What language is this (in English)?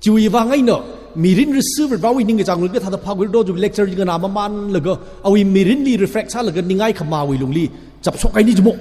Tangkhul Naga (India)